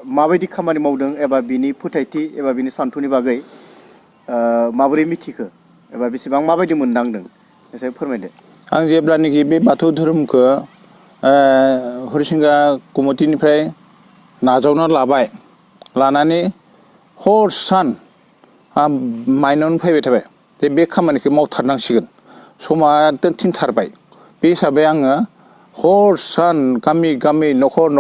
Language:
Bodo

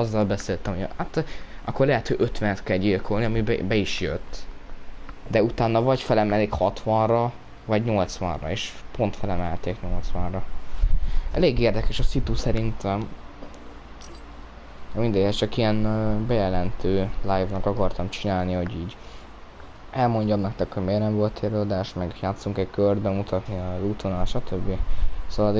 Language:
Hungarian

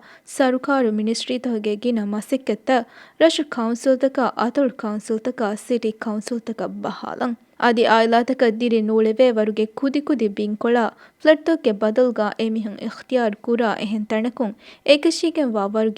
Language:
Divehi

